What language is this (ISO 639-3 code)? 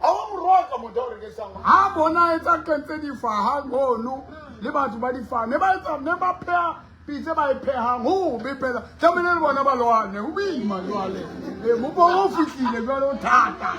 sot